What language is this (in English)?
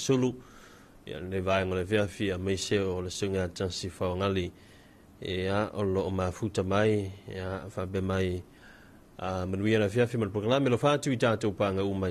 Samoan